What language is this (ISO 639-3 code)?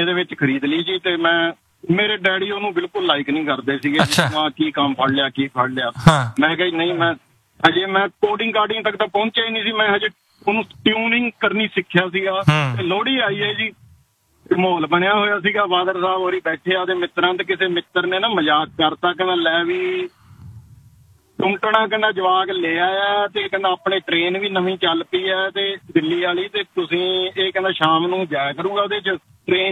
pan